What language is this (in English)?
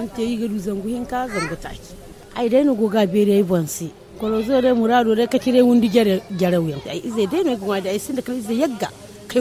Zarma